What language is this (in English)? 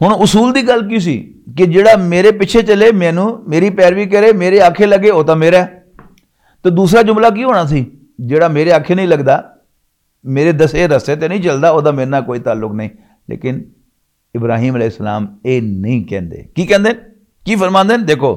Western Panjabi